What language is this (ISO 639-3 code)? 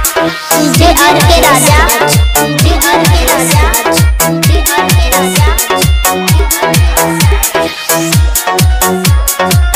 bho